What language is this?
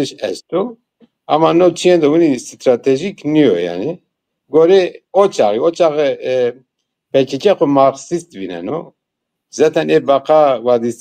Zaza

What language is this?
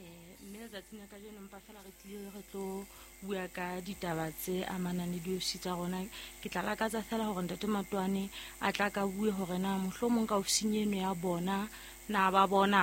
Southern Sotho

